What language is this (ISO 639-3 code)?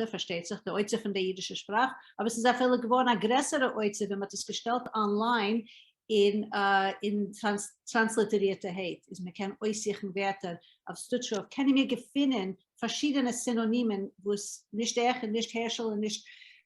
yid